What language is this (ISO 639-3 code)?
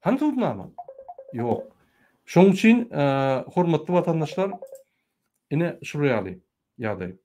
tuk